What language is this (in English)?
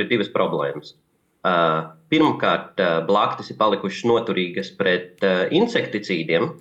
Latvian